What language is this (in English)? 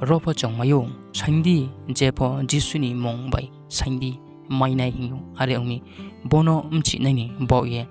Riang (India)